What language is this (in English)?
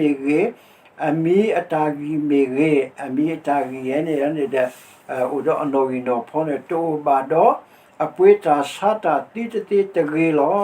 S'gaw Karen